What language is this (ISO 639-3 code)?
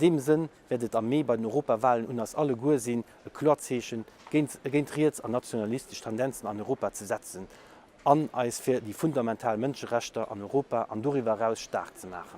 ltz